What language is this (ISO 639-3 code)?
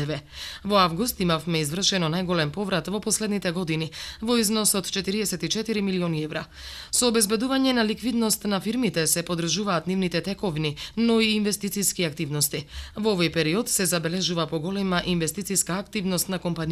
mkd